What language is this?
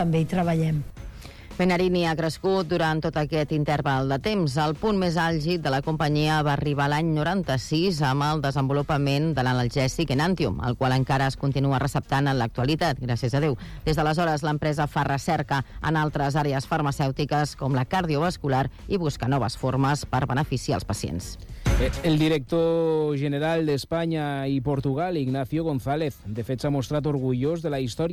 Catalan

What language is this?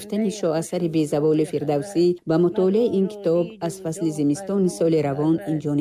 Tajik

